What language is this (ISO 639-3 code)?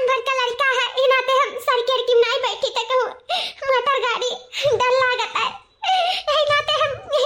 awa